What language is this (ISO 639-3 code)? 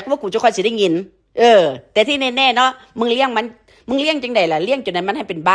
tts